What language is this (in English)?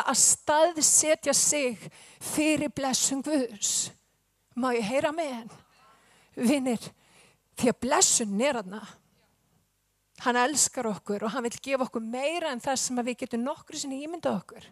Icelandic